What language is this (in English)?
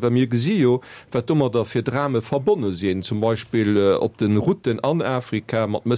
Luxembourgish